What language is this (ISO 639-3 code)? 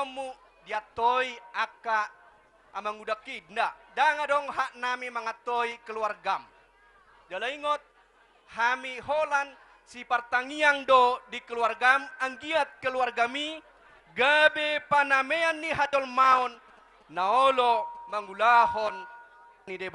bbc